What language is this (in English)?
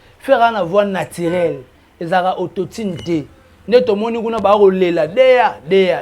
Lingala